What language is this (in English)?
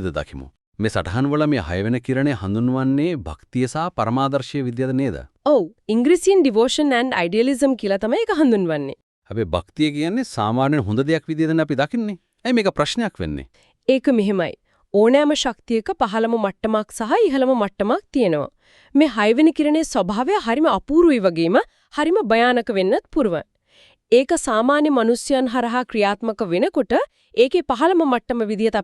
Sinhala